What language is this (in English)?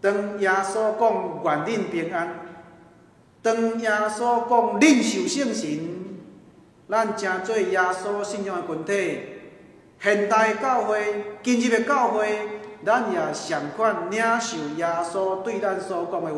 Min Nan Chinese